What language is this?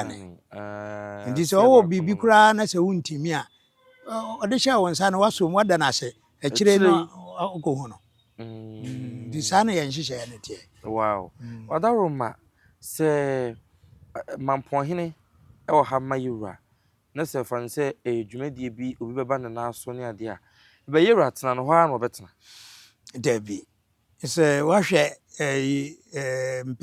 Akan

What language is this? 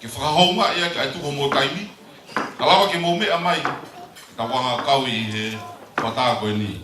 Tongan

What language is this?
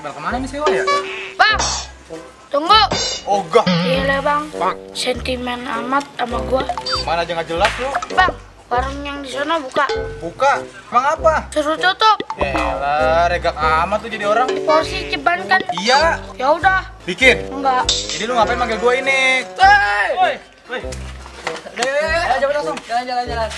Betawi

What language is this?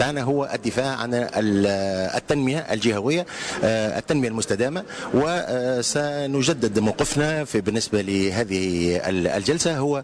Tunisian Arabic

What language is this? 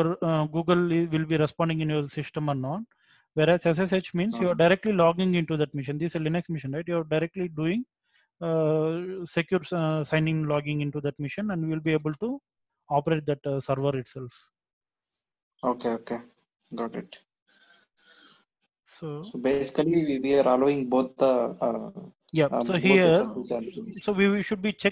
English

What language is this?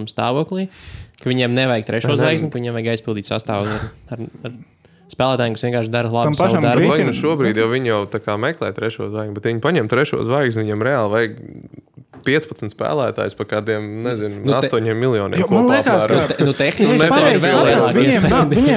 Latvian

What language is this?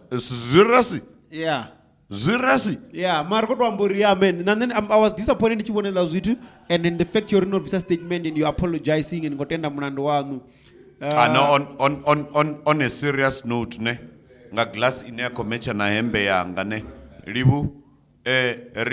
Venda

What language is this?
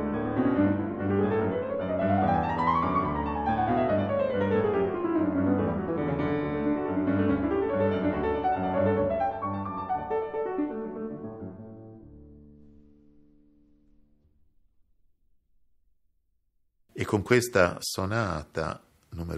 Italian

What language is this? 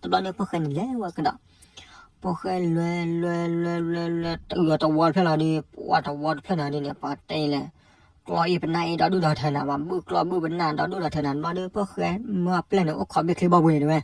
S'gaw Karen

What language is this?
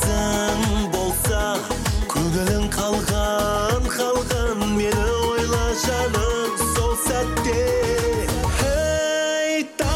Kazakh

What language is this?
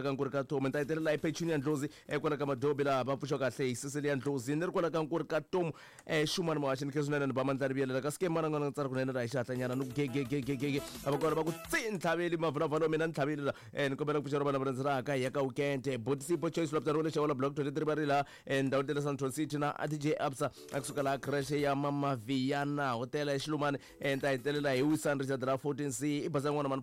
Tsonga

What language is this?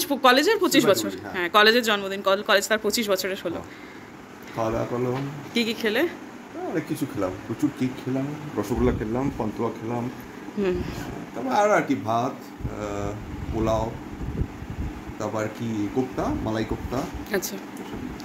Bangla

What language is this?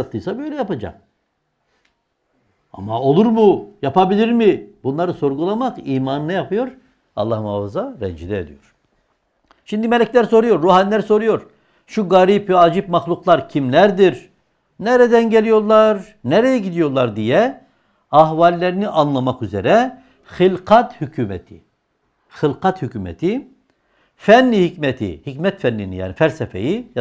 Turkish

